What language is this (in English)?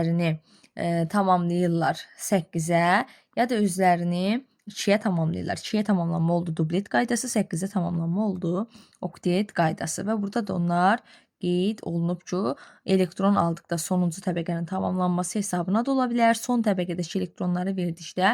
Azerbaijani